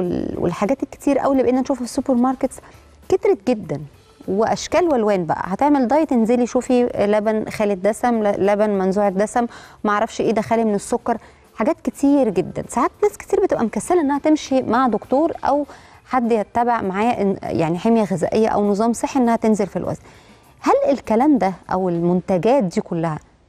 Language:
Egyptian Arabic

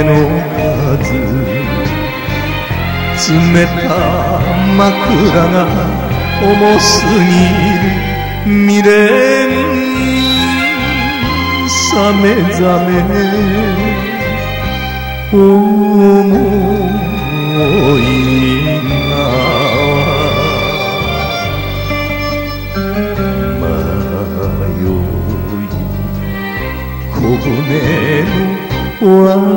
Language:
Japanese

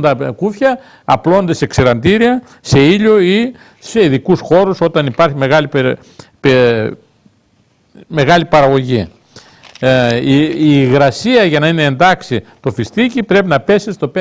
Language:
Greek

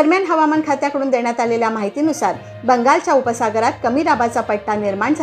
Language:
Marathi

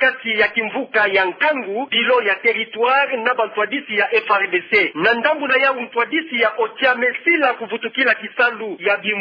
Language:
Kituba (Democratic Republic of Congo)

